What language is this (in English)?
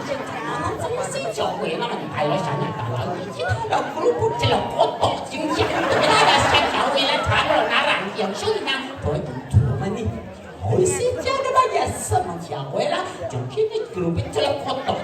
Balinese